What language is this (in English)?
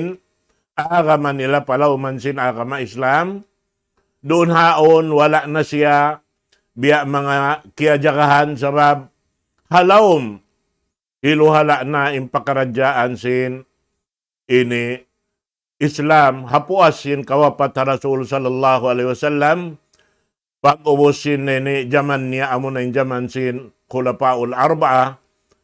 Tausug